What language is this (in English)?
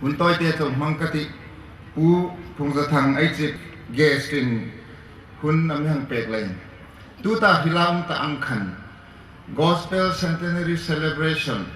Hmar